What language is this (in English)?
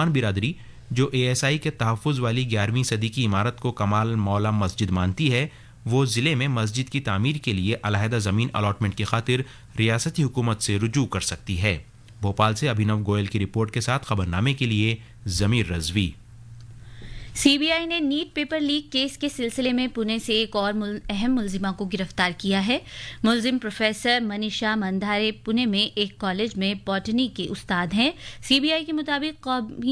Urdu